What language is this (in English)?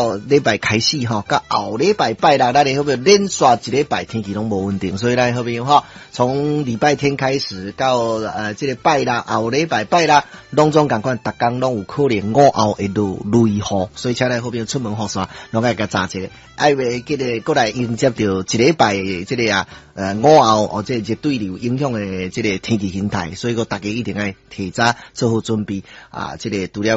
Min Nan Chinese